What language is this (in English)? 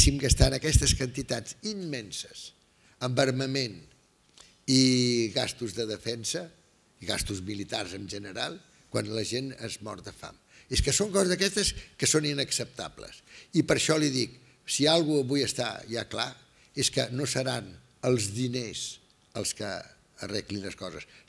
Catalan